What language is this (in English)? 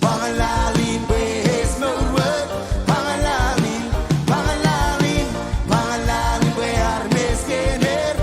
Marshallese